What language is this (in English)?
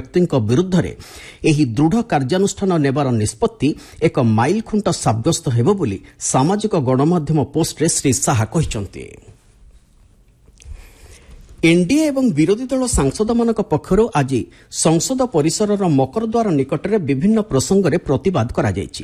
Odia